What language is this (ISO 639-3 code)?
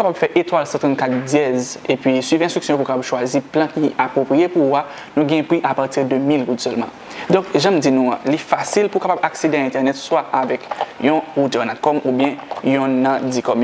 hat